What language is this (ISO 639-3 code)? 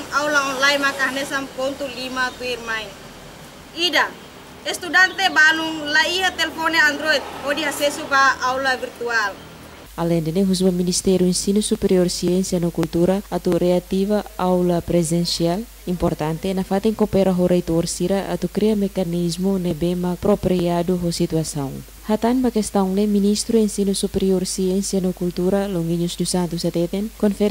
tet